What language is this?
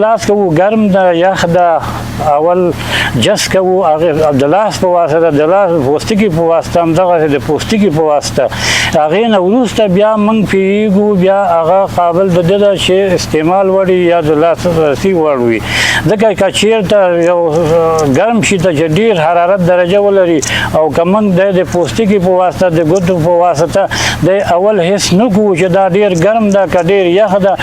Pashto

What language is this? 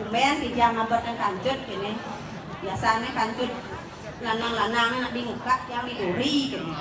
Balinese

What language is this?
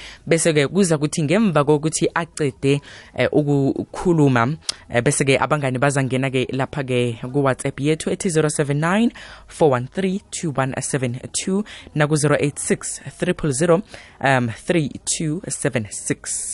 South Ndebele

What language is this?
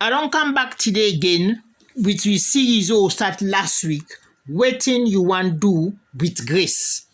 Krio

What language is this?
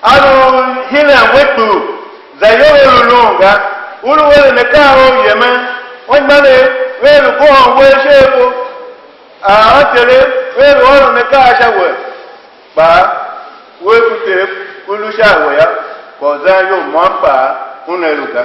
Tiv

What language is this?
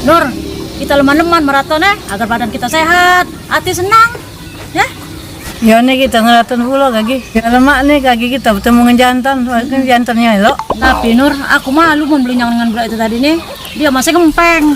Musi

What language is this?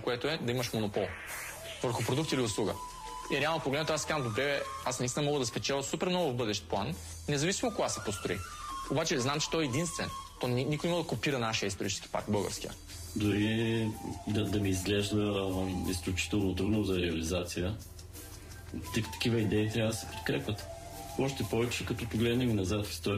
Bulgarian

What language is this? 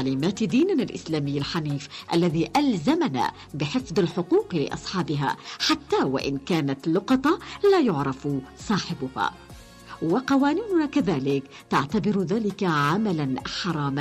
Arabic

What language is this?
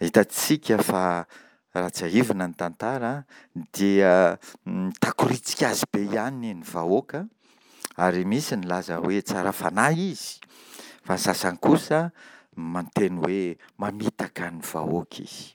Malagasy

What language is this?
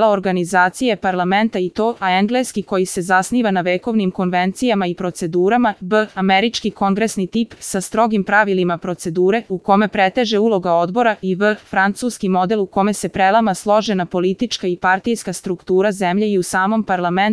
Serbian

